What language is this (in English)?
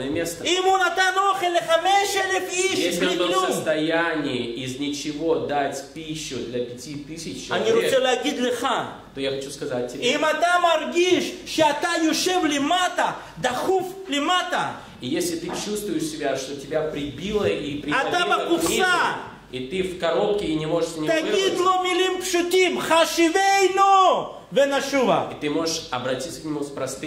Russian